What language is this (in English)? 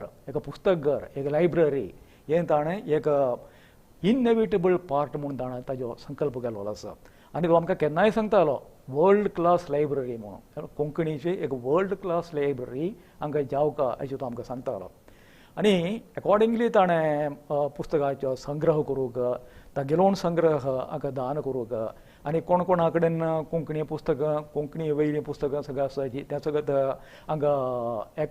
Konkani